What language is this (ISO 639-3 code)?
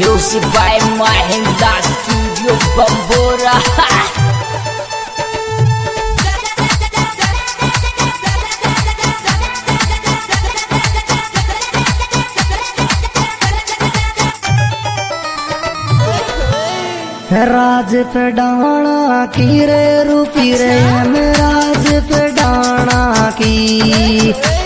hin